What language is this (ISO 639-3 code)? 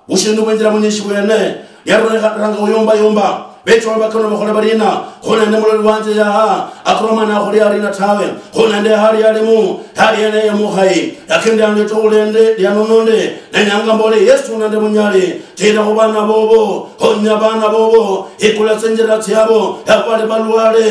luy